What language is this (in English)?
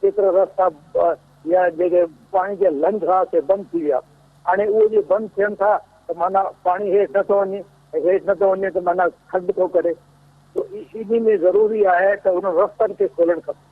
Sindhi